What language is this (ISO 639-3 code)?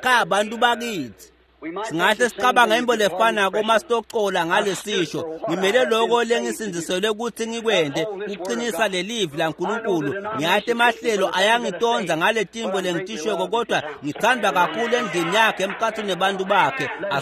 ssw